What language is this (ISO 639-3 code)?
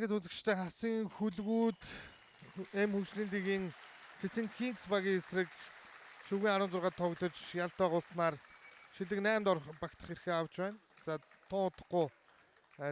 mon